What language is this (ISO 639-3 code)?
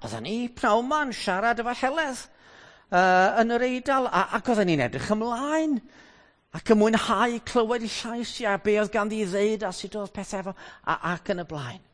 cym